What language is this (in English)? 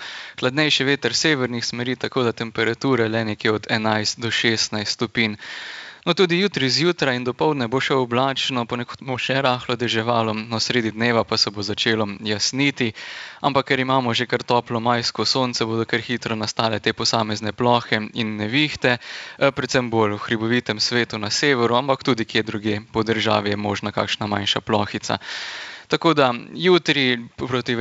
Slovenian